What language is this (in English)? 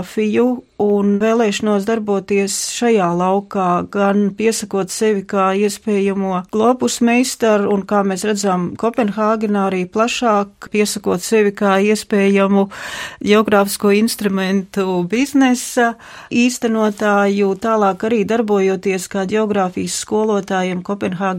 Latvian